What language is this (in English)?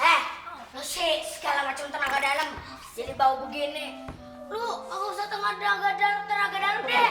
Betawi